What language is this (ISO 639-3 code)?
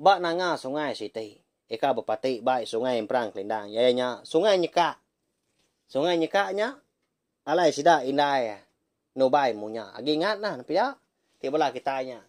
iba